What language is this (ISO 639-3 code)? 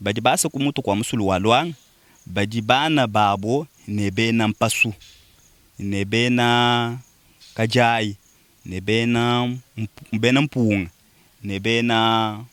lua